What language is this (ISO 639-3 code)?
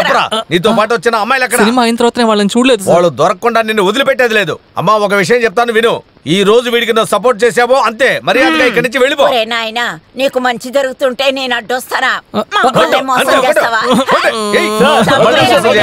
tel